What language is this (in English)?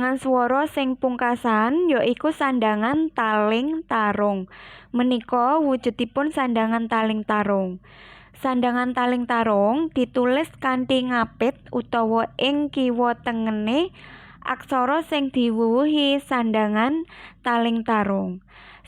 Javanese